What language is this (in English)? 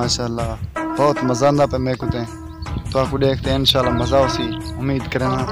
Saraiki